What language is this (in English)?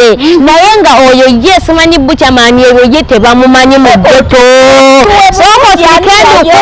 Ganda